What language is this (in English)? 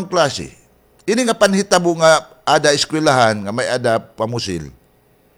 Waray